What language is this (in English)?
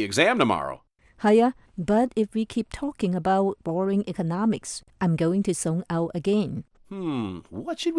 Cantonese